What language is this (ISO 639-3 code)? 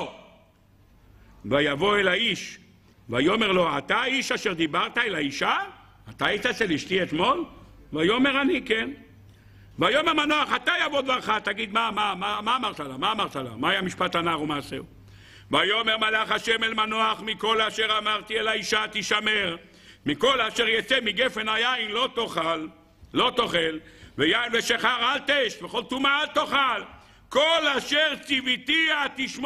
heb